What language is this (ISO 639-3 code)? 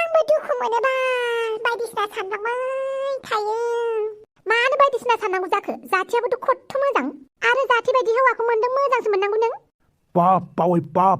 brx